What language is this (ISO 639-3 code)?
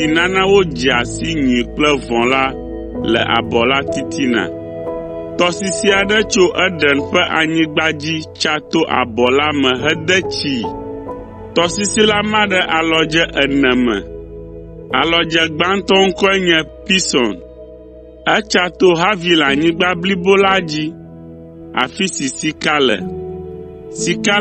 ewe